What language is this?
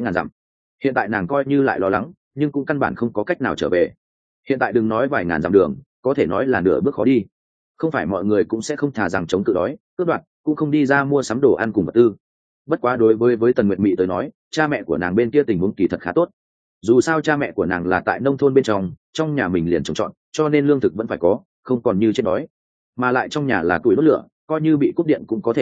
Vietnamese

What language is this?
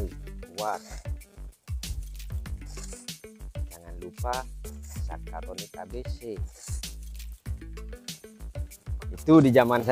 Indonesian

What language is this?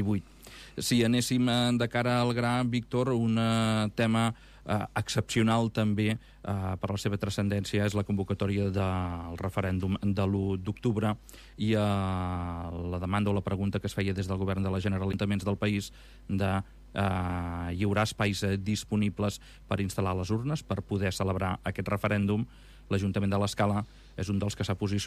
Catalan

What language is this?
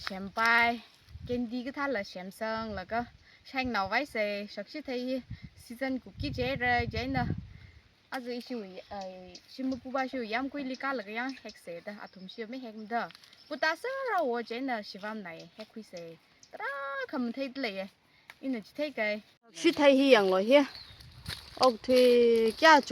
Tangkhul Naga (India)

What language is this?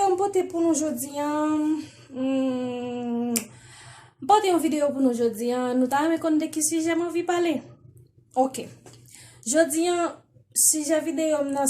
Haitian Creole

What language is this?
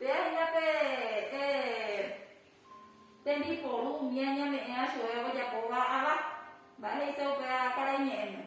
Guarani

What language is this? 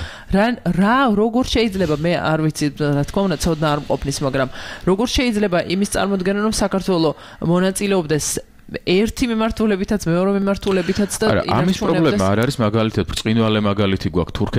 Georgian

